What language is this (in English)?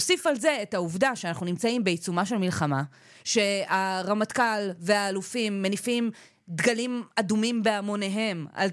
Hebrew